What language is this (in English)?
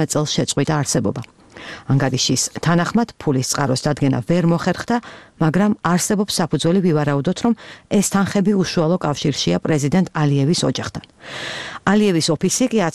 Georgian